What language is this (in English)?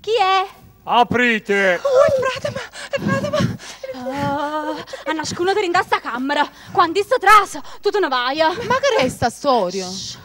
Neapolitan